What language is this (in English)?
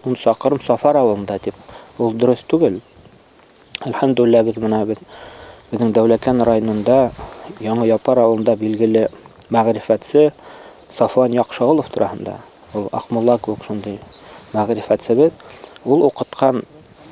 Bashkir